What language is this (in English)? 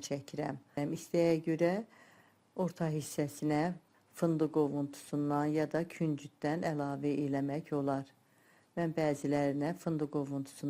Azerbaijani